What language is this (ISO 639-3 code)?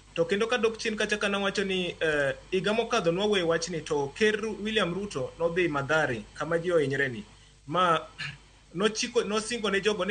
luo